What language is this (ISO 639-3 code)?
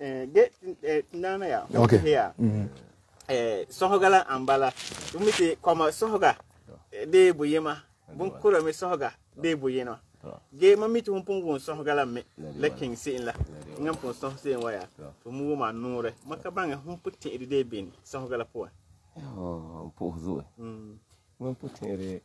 gur